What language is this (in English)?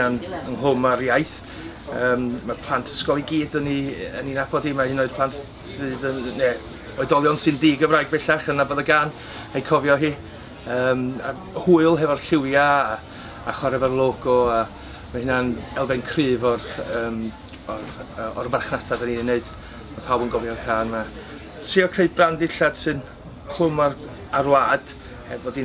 Welsh